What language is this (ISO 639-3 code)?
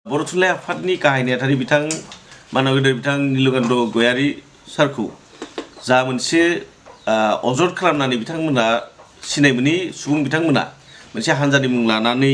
brx